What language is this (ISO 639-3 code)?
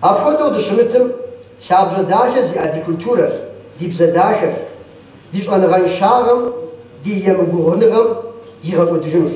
kbd